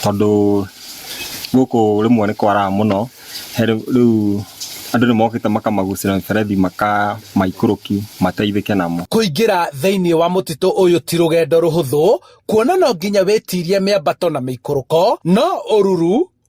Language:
Kikuyu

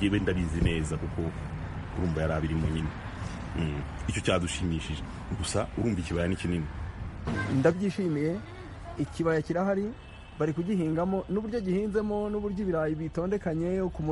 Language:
Kinyarwanda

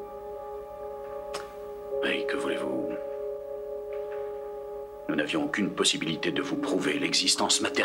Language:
French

